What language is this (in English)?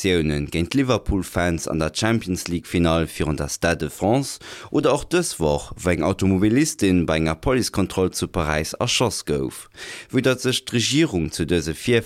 Luxembourgish